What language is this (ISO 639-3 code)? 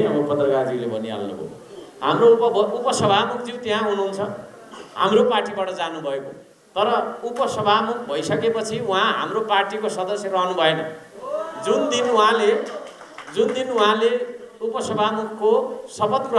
nep